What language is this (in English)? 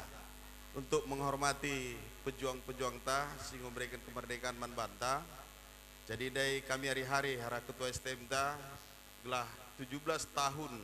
Batak Karo